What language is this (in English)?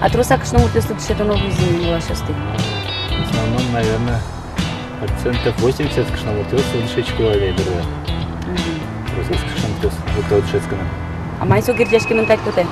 Udmurt